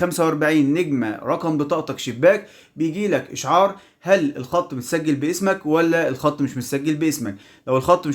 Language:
Egyptian Arabic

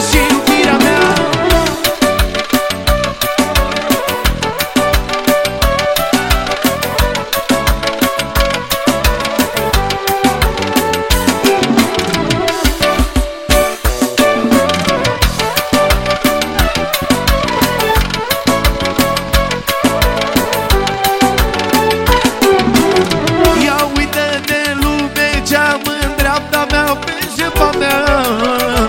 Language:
Romanian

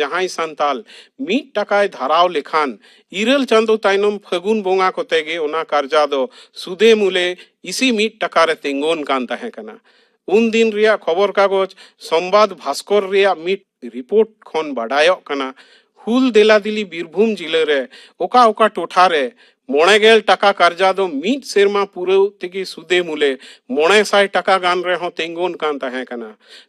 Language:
Santali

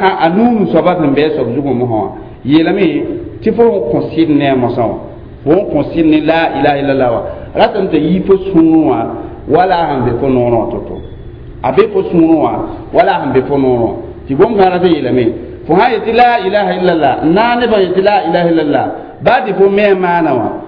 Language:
Mossi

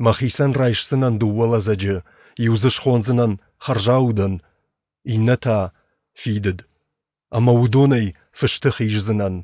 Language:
Ossetic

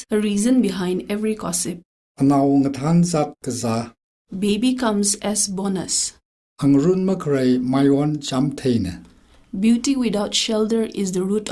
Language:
Tangkhul Naga (India)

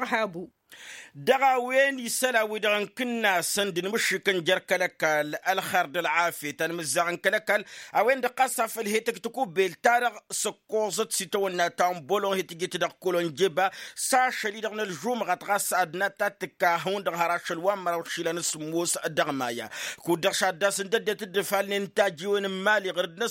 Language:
Tamasheq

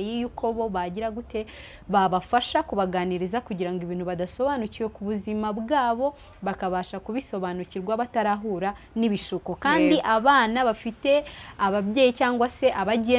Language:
Kinyarwanda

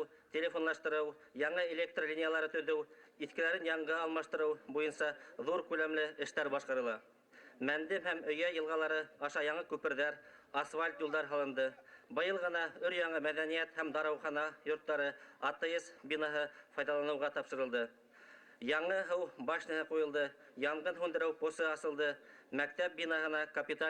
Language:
Bashkir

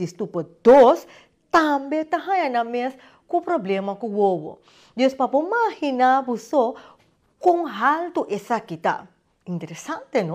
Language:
Papiamento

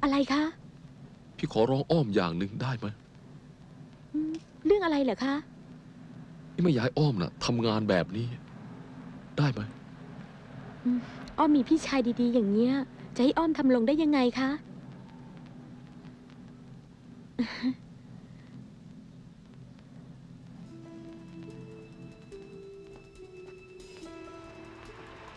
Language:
Thai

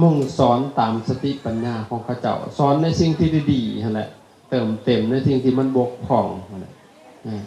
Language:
Lao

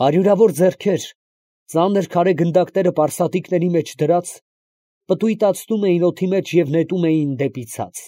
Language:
Armenian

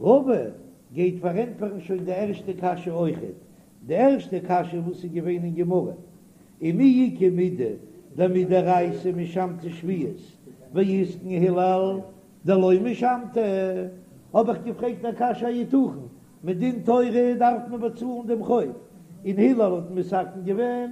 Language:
Yiddish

